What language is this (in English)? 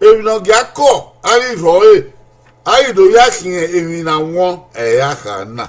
Bini